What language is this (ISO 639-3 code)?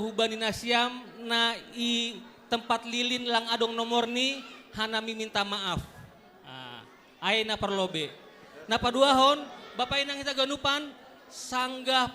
bts